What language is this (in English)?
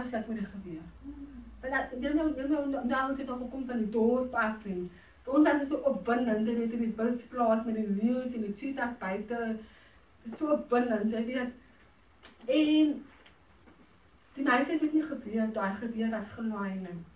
Afrikaans